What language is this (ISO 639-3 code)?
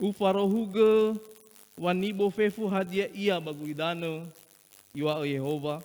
nia